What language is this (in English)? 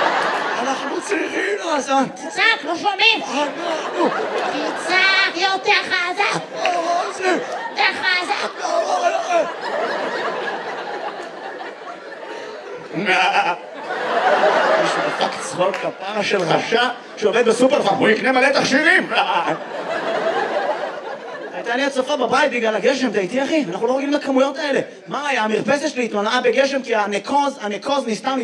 Hebrew